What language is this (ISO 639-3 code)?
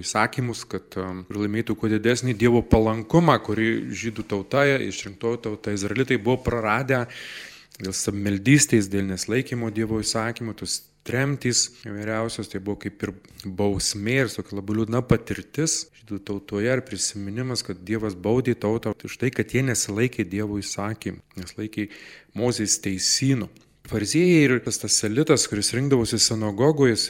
lit